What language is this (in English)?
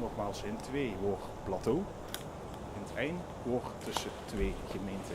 Limburgish